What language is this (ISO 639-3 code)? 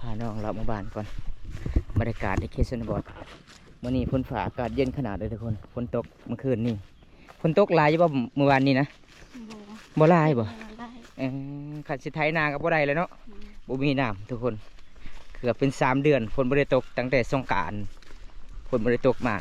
lao